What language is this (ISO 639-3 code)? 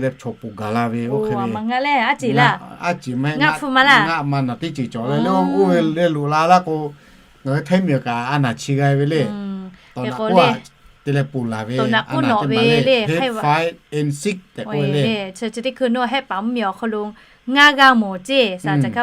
lhu